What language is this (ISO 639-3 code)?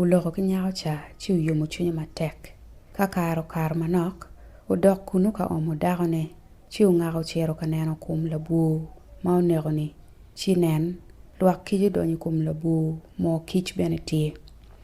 ach